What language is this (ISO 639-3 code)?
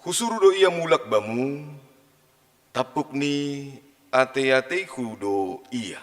bts